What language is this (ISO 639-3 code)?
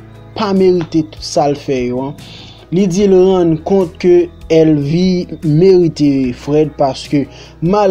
hat